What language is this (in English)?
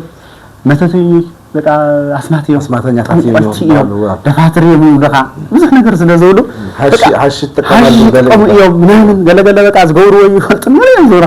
Tigrinya